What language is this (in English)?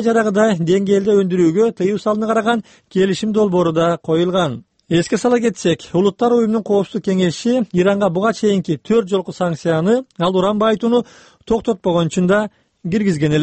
Kyrgyz